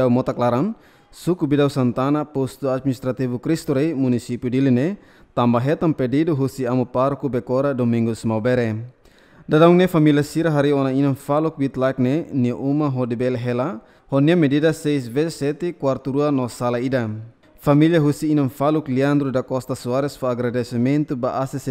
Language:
Tetum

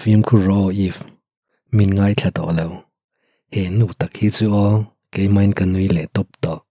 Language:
Mizo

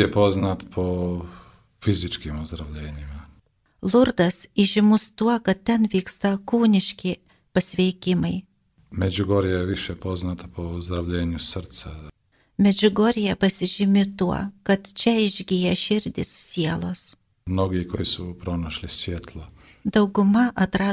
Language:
Lithuanian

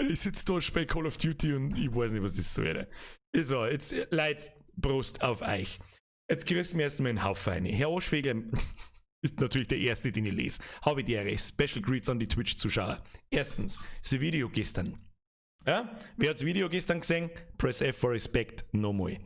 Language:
Bavarian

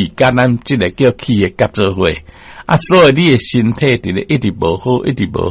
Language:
Min Nan Chinese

